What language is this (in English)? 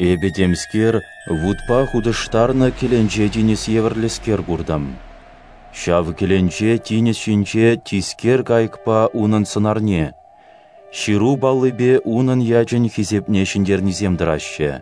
Chuvash